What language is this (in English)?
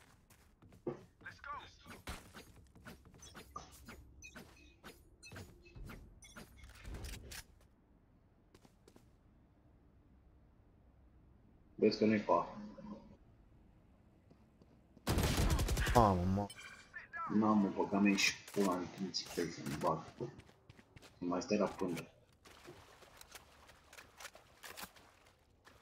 Romanian